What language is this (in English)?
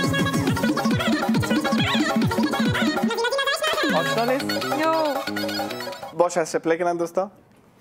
Persian